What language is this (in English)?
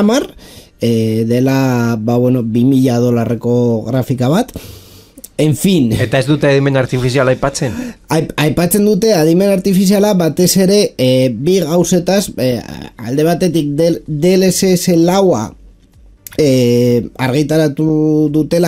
Basque